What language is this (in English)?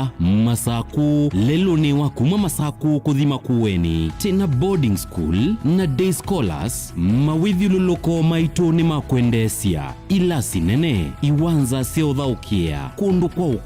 Kamba